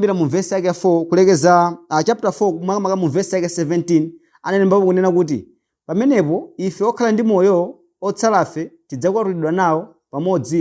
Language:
Nyanja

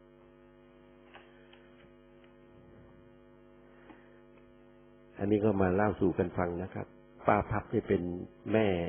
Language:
Thai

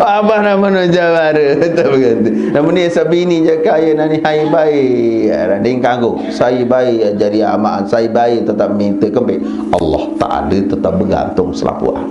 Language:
Sasak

